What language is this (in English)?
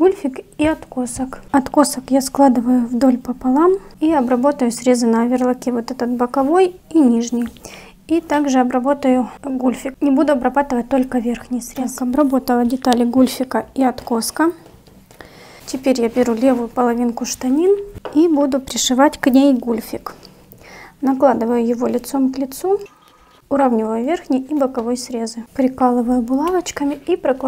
Russian